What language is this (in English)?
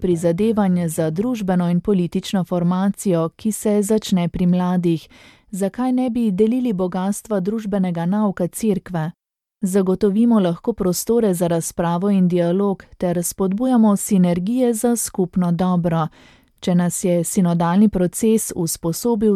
Slovenian